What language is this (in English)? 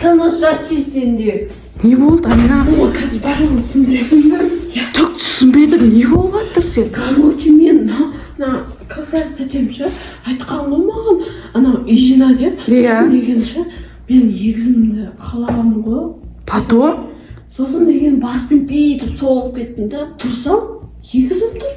Kazakh